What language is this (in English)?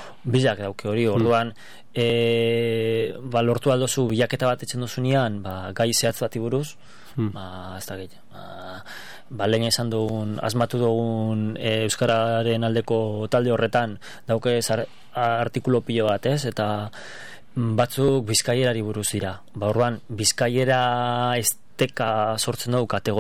Basque